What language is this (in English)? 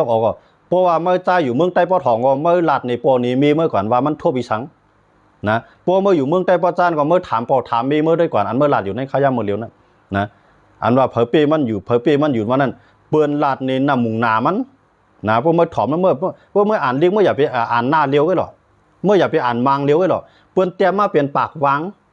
Shan